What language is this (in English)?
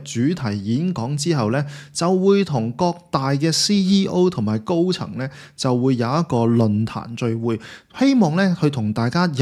Cantonese